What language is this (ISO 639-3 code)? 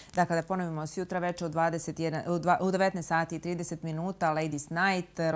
bos